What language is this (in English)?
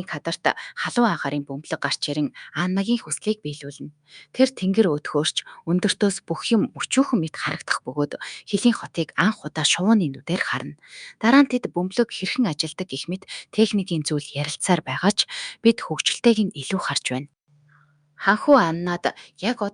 Mongolian